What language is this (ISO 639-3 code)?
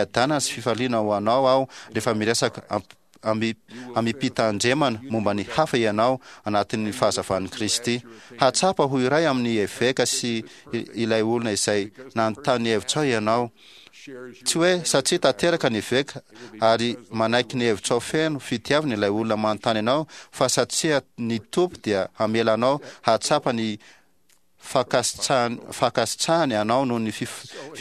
mlg